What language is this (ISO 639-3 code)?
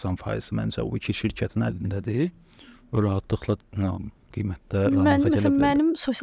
aze